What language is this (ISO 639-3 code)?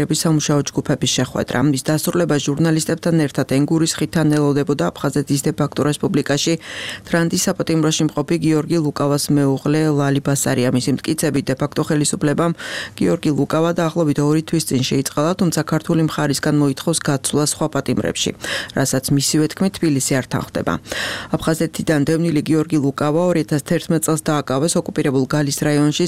kat